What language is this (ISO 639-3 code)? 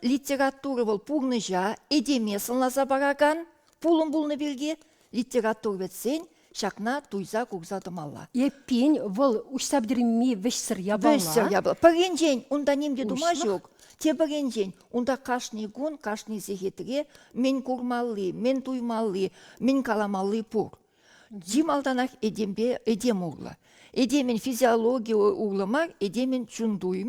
chv